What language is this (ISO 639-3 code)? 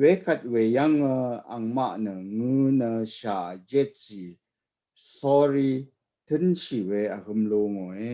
raw